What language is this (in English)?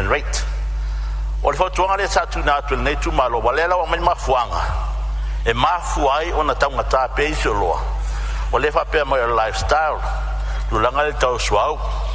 Samoan